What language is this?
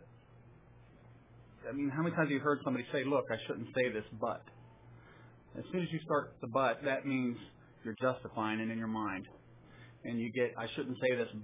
English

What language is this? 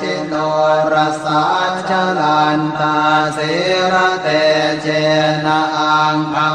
Pali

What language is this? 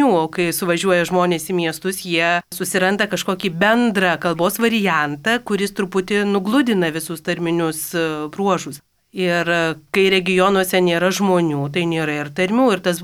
Lithuanian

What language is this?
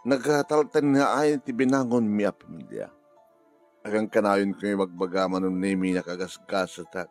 Iloko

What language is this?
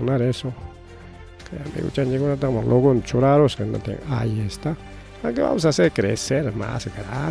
Ayacucho Quechua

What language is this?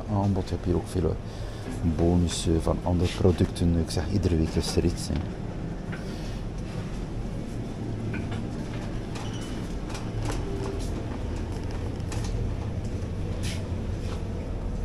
Dutch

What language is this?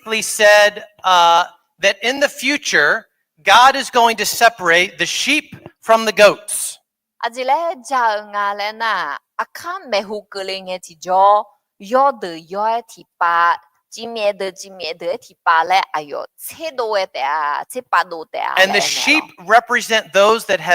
Akha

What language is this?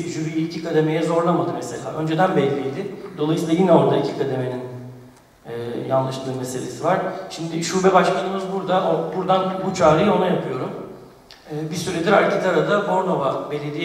Turkish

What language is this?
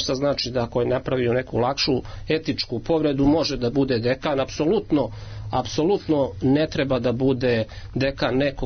Serbian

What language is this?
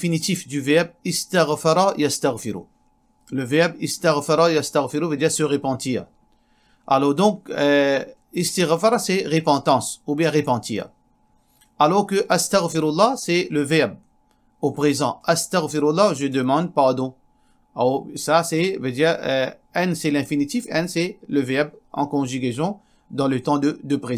Morisyen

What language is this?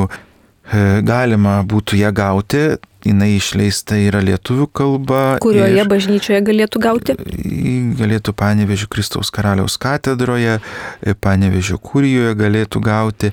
Lithuanian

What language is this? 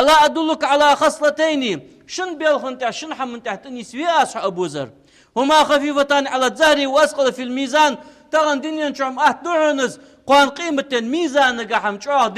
Ingush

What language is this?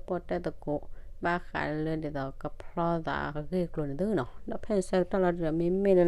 S'gaw Karen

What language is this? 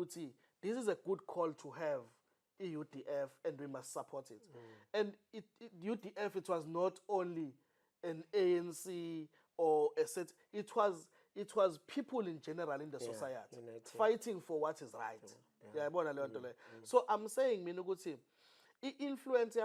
Zulu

